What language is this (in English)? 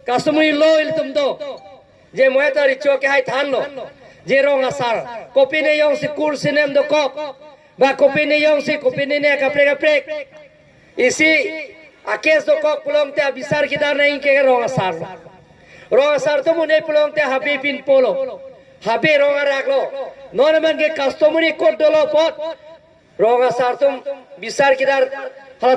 Karbi